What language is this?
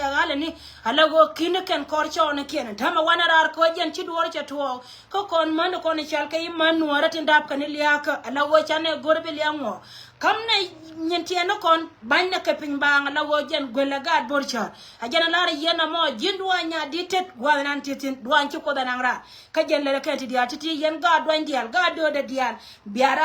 Nuer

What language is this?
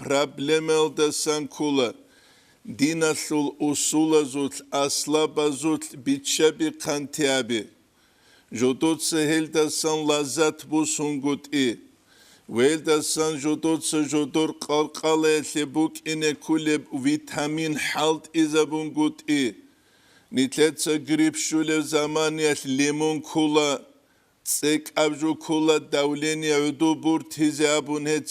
Avaric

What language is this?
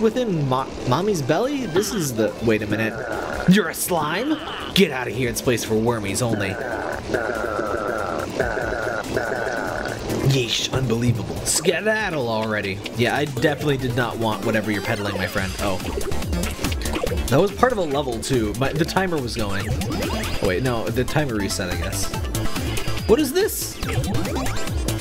English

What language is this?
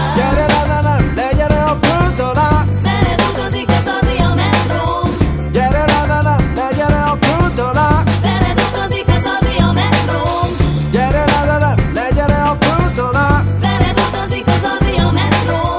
Hungarian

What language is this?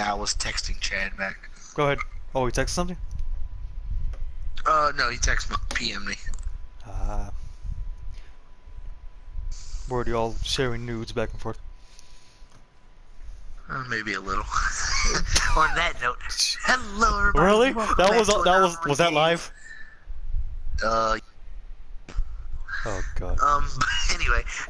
English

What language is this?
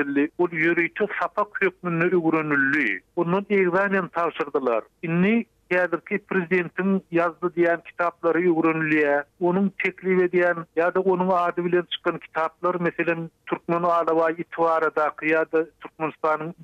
Turkmen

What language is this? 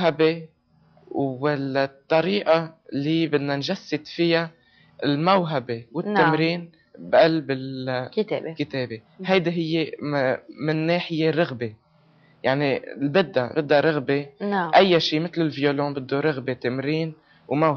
North Levantine Arabic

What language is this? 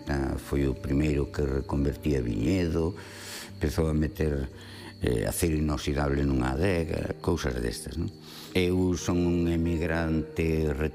Galician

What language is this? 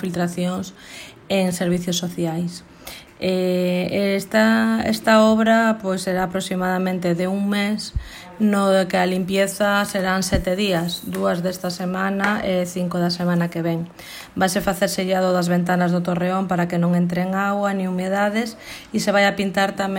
Galician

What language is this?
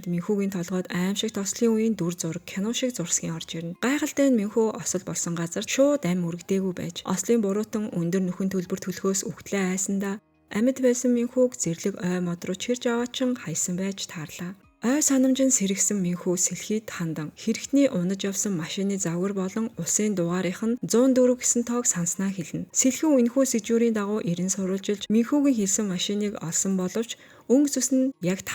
Mongolian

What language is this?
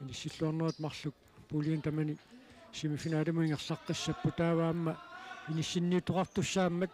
Kalaallisut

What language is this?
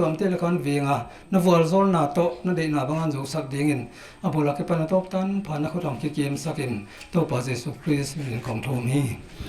Paite Chin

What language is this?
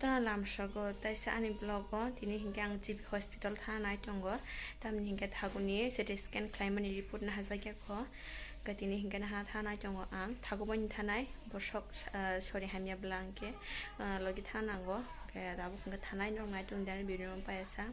Kok Borok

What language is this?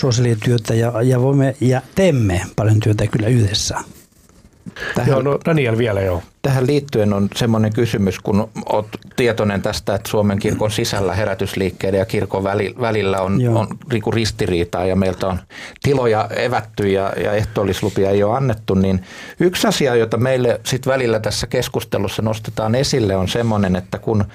Finnish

